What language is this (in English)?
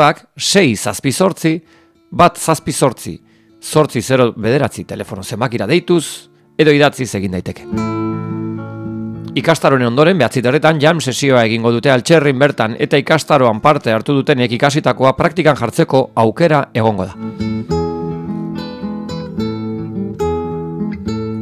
Basque